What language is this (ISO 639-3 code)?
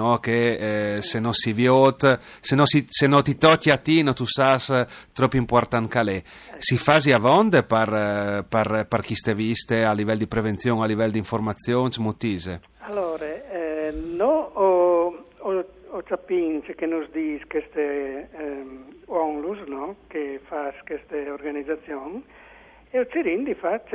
fur